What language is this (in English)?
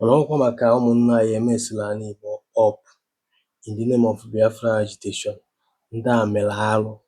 Igbo